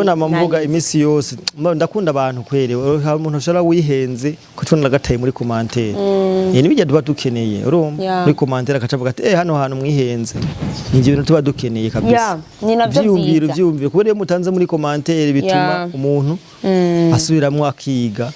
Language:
Rundi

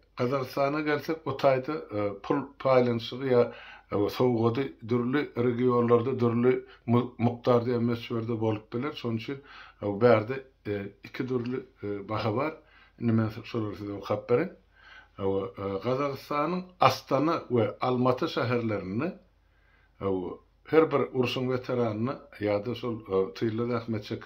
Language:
Turkmen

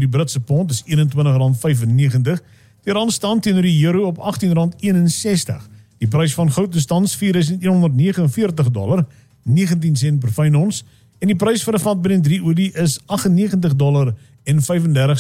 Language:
Afrikaans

